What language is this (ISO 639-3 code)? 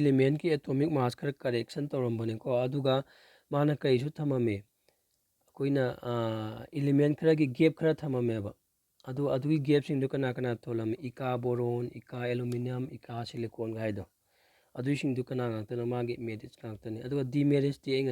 mni